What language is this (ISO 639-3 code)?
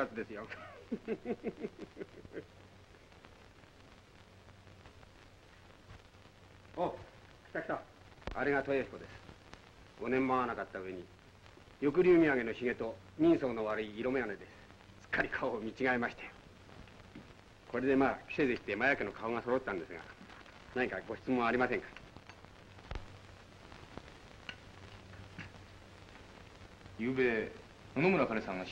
jpn